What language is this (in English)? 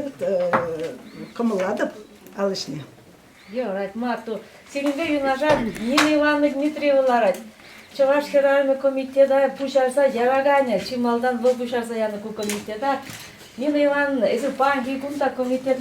Chuvash